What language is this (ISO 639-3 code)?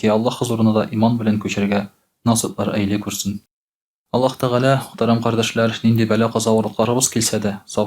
tat